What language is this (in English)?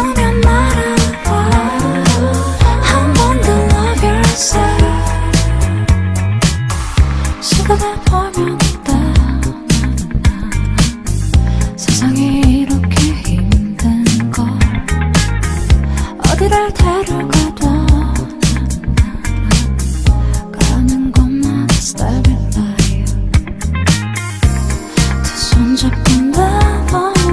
Korean